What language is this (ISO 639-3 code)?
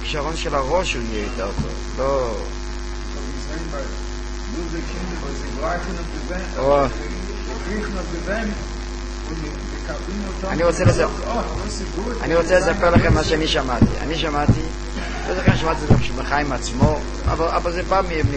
heb